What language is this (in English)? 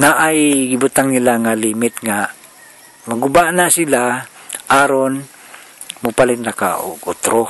Cebuano